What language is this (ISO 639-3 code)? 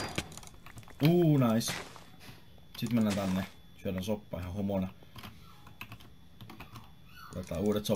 fin